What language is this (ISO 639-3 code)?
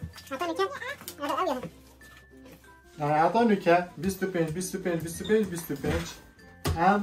fas